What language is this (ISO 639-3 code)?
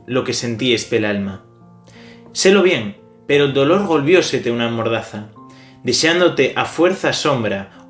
ast